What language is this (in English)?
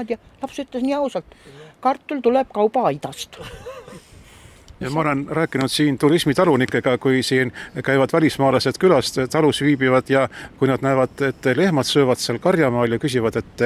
Estonian